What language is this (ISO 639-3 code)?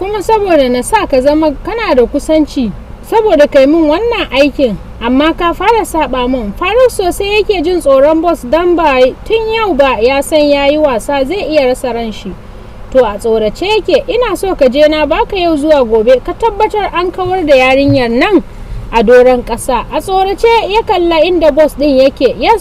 hau